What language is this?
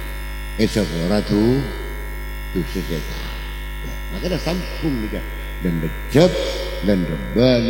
Madurese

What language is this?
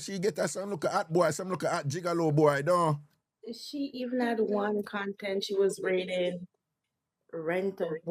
Jamaican Creole English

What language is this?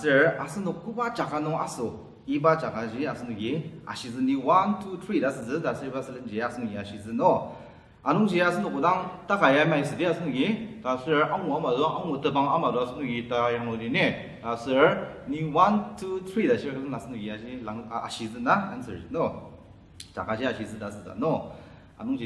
Ao Naga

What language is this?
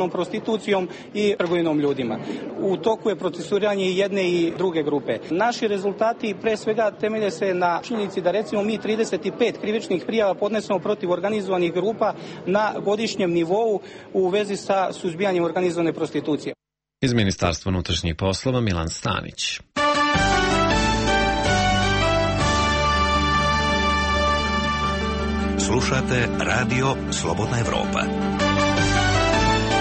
Serbian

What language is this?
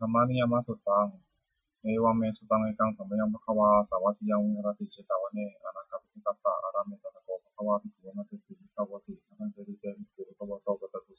Pali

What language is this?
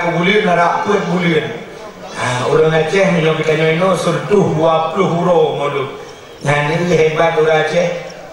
Achinese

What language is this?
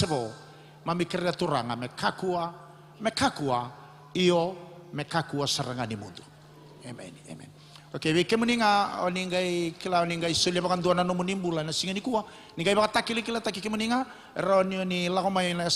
Fijian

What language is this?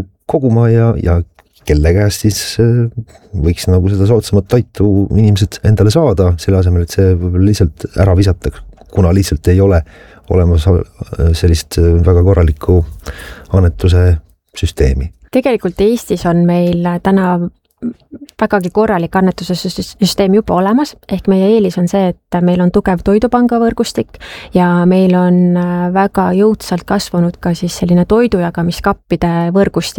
Estonian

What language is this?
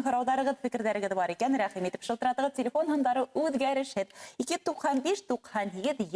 Bashkir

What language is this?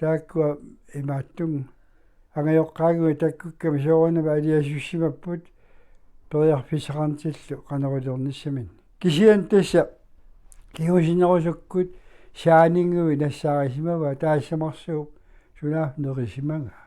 Kalaallisut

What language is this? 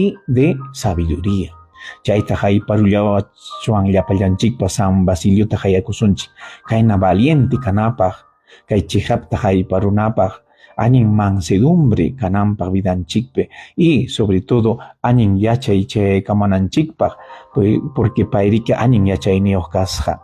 Ayacucho Quechua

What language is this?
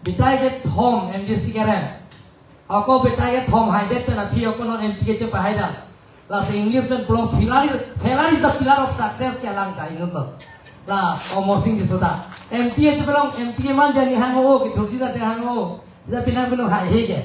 Karbi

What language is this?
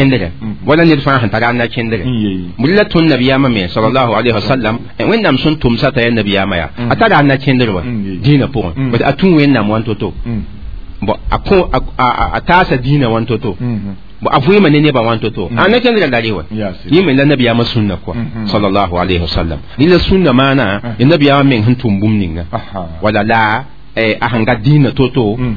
Mossi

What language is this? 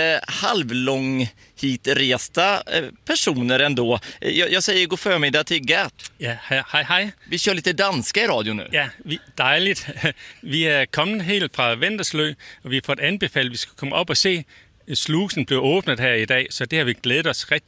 Swedish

